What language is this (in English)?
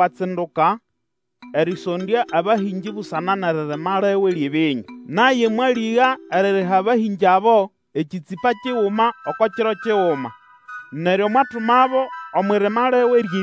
Nande